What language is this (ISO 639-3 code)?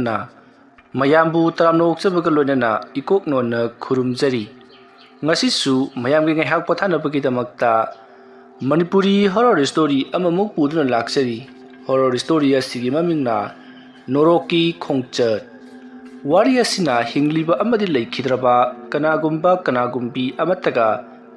mni